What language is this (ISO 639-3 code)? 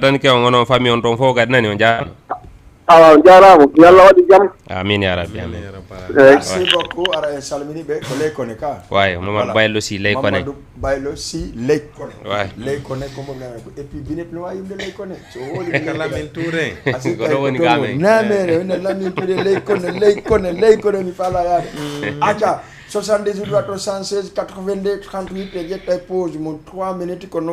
ful